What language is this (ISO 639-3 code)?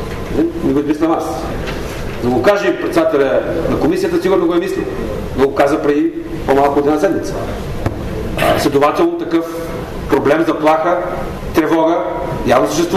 bul